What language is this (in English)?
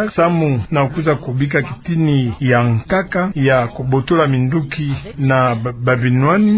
Kituba (Democratic Republic of Congo)